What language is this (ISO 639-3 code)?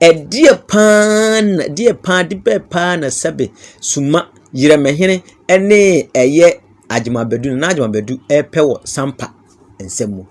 aka